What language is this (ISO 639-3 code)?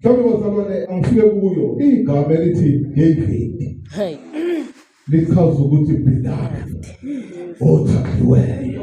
zul